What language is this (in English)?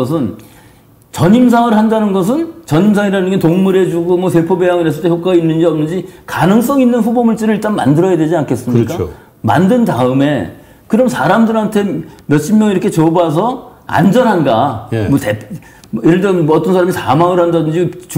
Korean